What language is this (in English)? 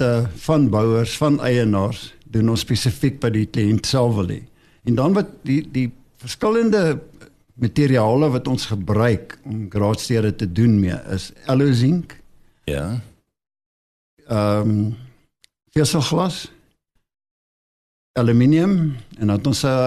Afrikaans